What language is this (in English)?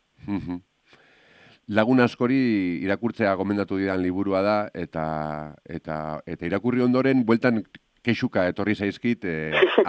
Basque